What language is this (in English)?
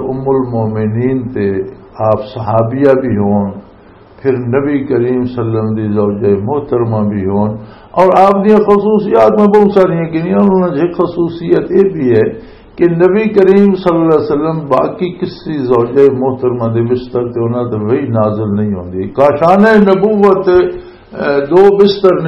Western Panjabi